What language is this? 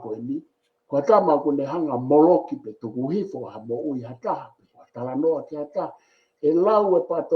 Tongan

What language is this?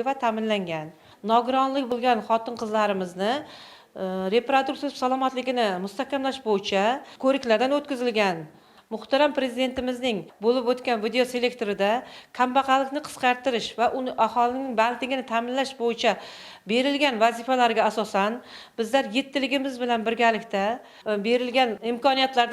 Uzbek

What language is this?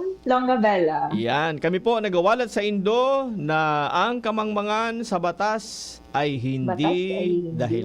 Bikol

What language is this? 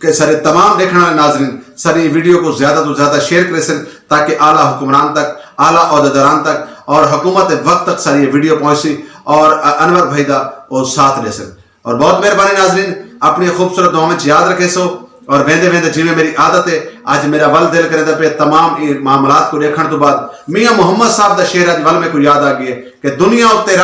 Saraiki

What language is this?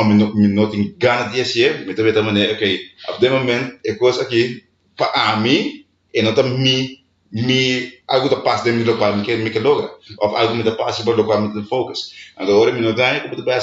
Papiamento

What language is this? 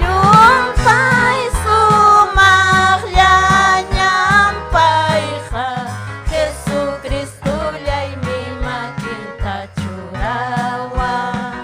Ayacucho Quechua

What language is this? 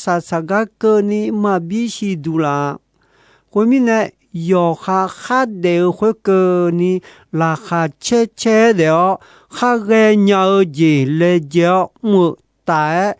Akha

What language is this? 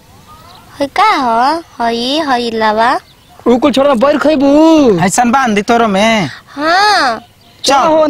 Bhojpuri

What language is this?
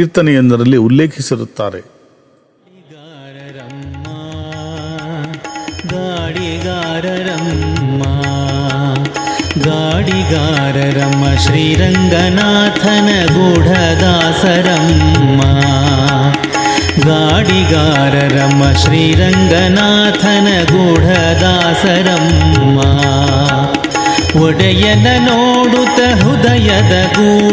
Kannada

